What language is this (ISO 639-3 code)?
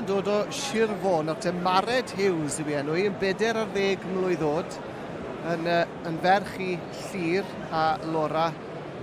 cym